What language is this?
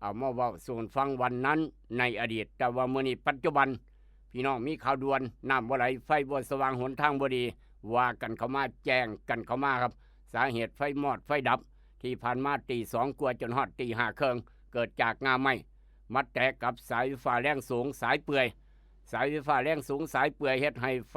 Lao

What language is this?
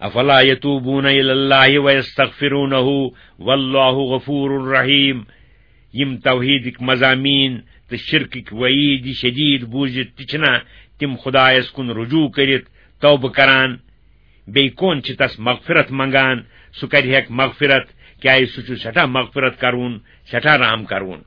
Kashmiri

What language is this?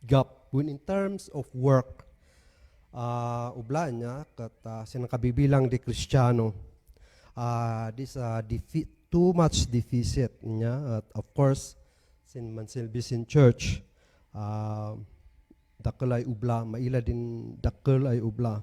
Kankanaey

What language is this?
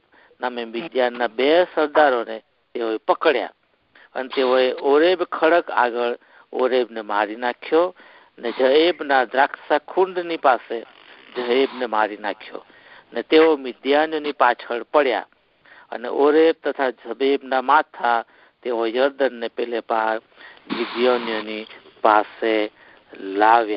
Gujarati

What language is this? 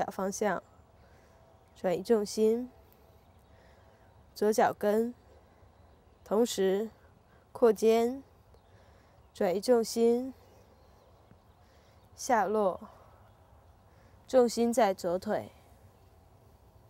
Chinese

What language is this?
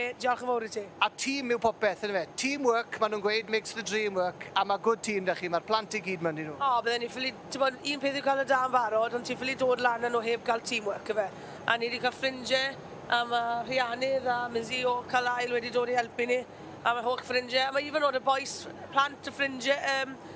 Welsh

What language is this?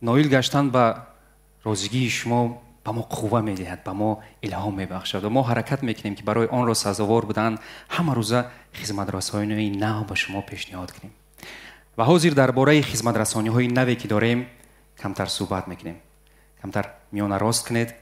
Tajik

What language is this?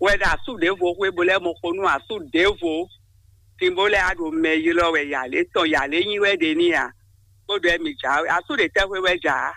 Fon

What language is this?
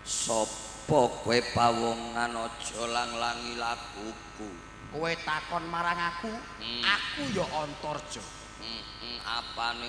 Javanese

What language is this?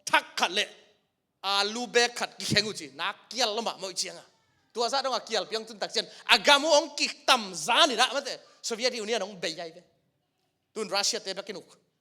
Tedim Chin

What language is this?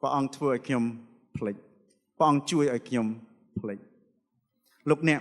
Khmer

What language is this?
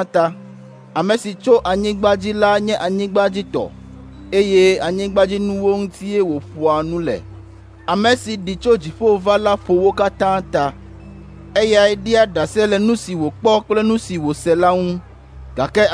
Ewe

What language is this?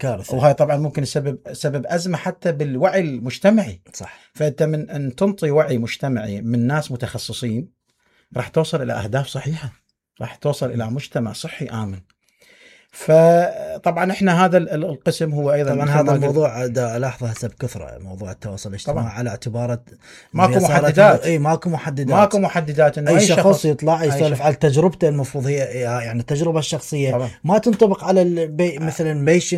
Mesopotamian Arabic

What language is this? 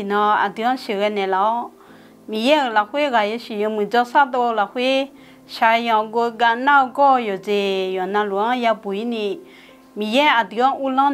Akha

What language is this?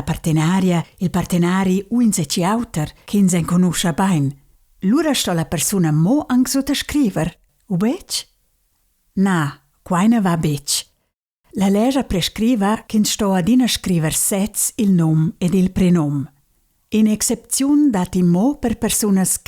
Romansh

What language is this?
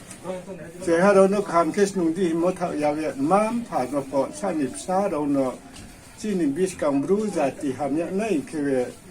Riang (India)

